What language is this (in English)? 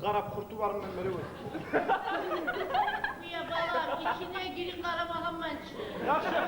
Kumyk